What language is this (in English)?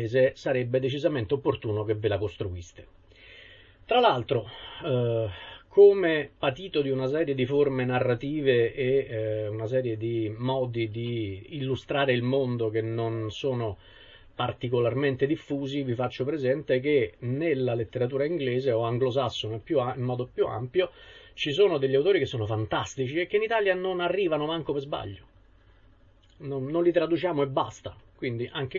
Italian